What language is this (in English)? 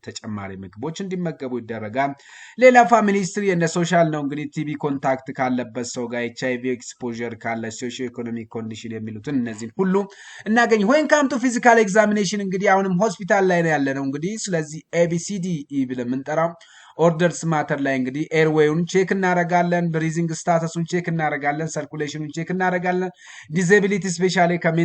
Amharic